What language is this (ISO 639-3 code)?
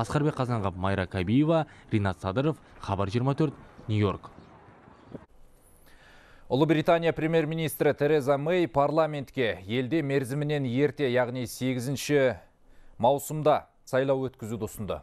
kaz